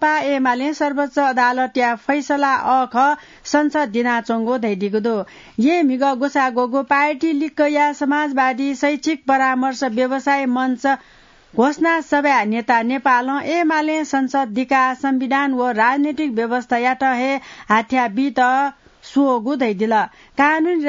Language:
Newari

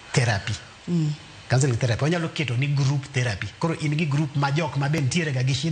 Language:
Luo (Kenya and Tanzania)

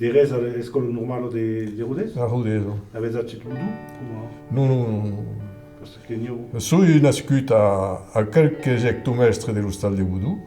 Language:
Occitan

